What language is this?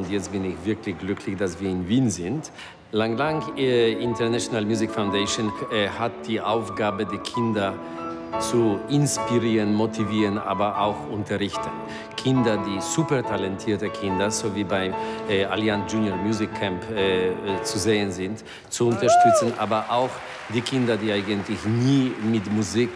German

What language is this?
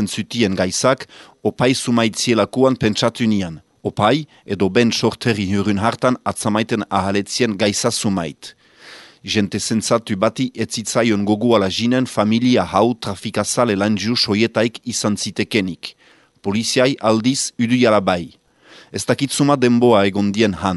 Basque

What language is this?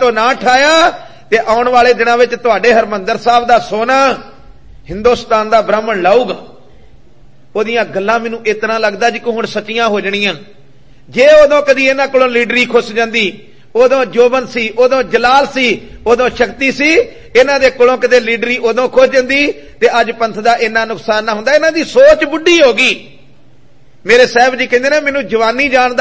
Punjabi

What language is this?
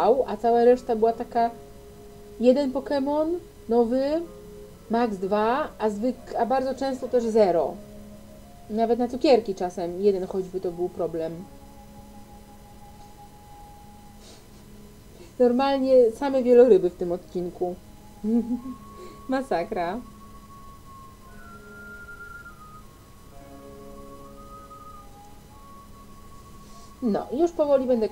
Polish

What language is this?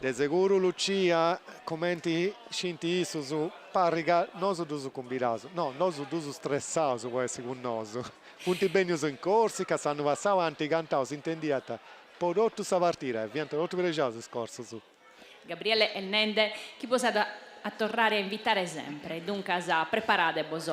Sardinian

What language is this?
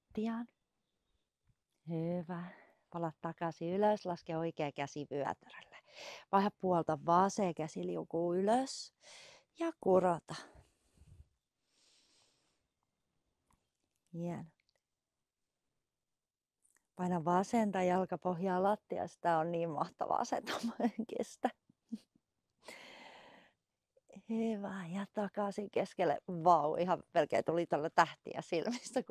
Finnish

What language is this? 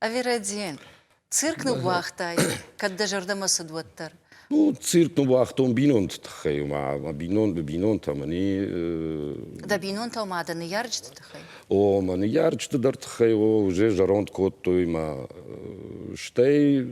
Ossetic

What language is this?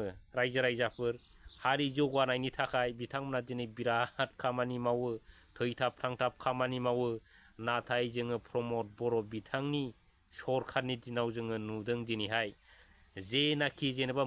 Bodo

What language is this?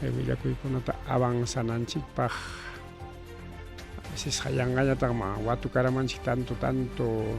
Ayacucho Quechua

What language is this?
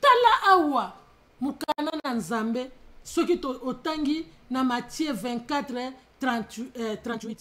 Lingala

